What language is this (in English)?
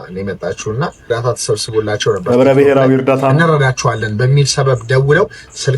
Amharic